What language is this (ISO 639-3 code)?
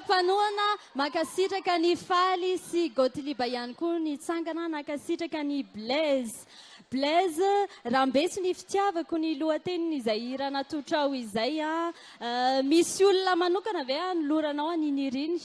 mlg